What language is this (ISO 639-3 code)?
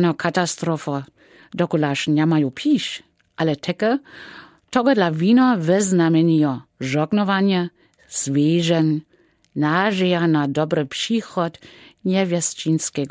dsb